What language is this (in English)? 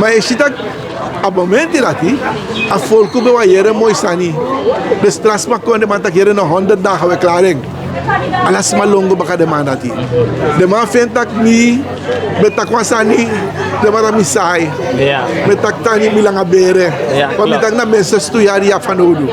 Sranan Tongo